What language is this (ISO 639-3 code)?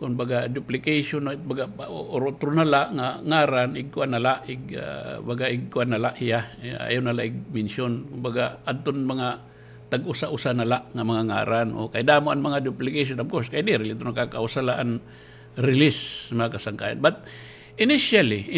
war